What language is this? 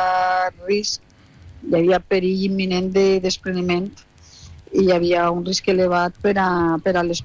Catalan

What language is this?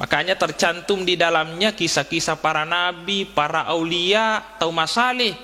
Buginese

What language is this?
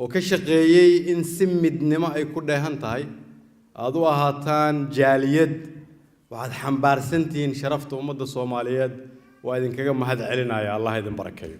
Somali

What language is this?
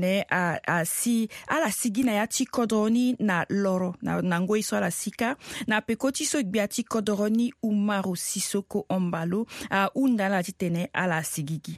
Sango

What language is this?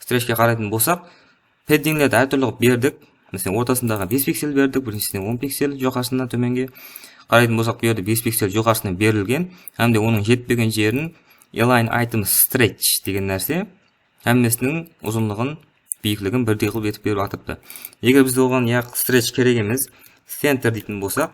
Kara-Kalpak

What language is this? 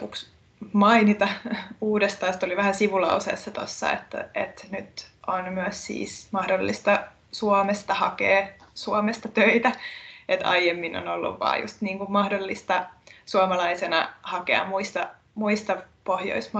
Finnish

